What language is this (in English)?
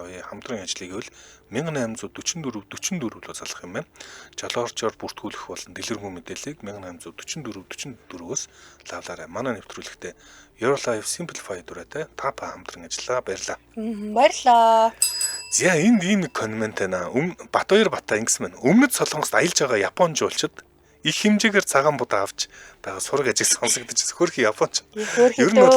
Mongolian